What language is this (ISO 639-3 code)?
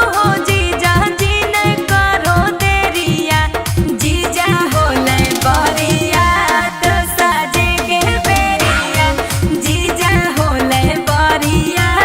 mag